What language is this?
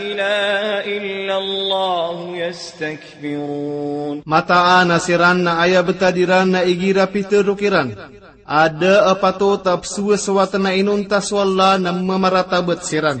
Maranao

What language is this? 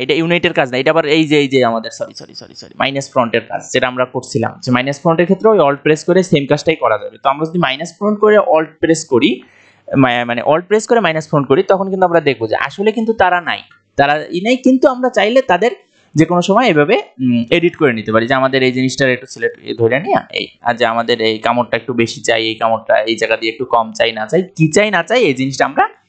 Bangla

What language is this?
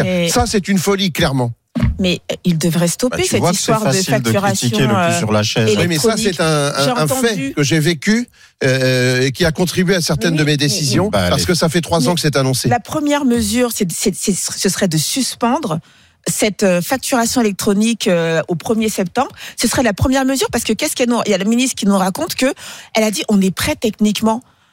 French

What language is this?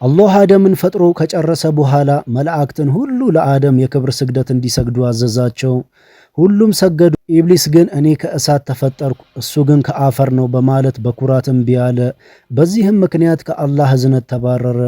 Amharic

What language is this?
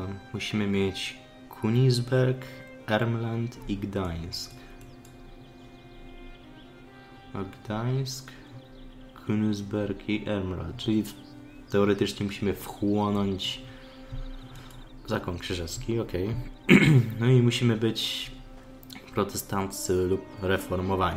Polish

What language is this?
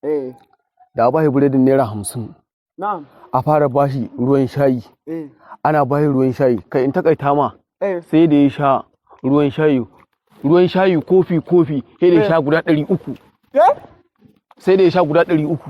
Hausa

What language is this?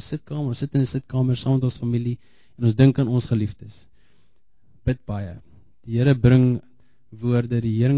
Afrikaans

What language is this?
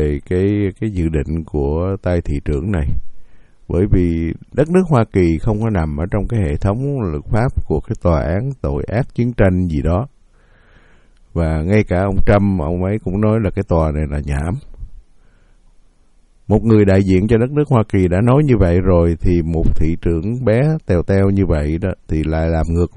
Vietnamese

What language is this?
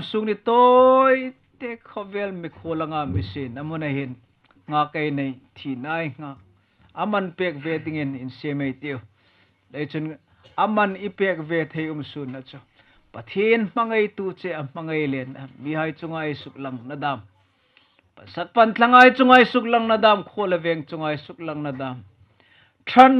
Hmar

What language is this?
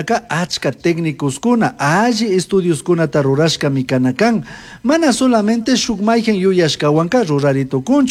Chimborazo Highland Quichua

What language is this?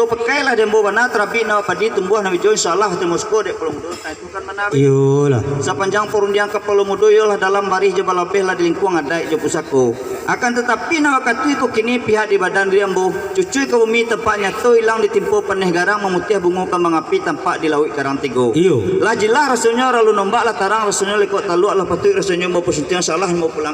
Minangkabau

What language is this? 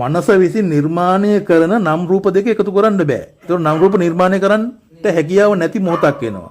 Sinhala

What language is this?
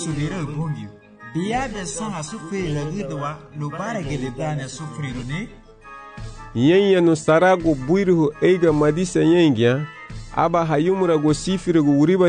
Garifuna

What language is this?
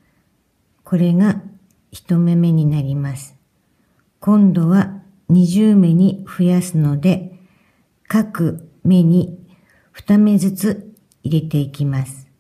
Japanese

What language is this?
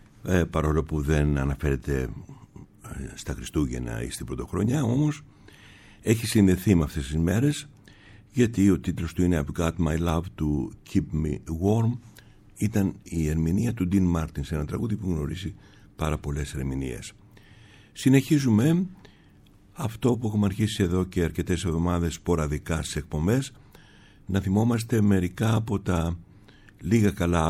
Greek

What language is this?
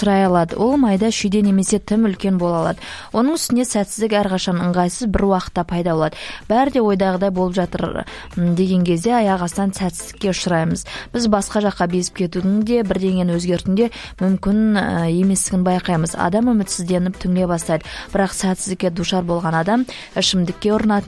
Kazakh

